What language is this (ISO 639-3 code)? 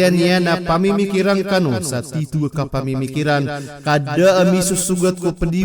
mrw